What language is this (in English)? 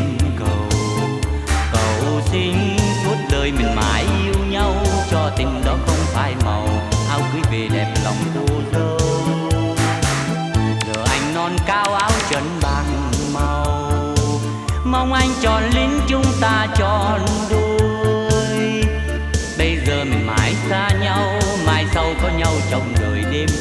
Vietnamese